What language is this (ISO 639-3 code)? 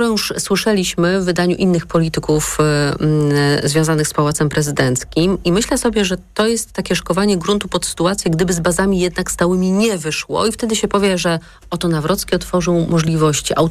pol